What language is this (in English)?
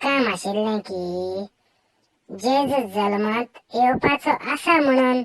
Konkani